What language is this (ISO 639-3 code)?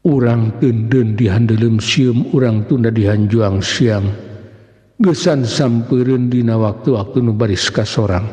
sun